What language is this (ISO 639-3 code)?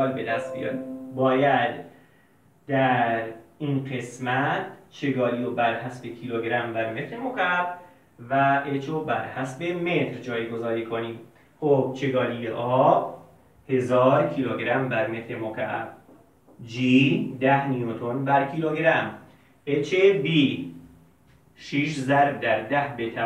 fas